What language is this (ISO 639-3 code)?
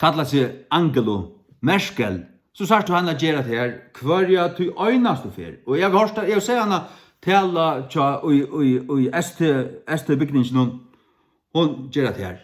fao